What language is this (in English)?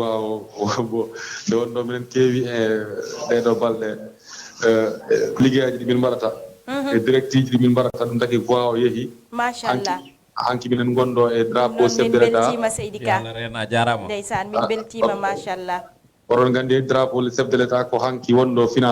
Fula